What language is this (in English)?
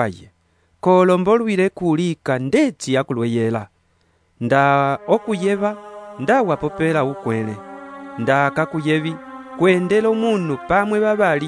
Umbundu